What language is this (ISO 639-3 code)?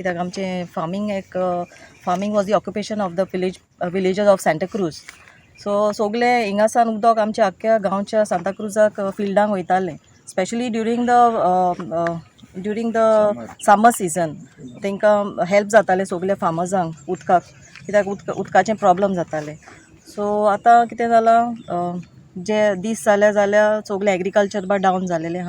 kok